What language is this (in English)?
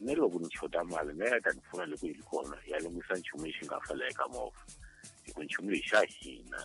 Tsonga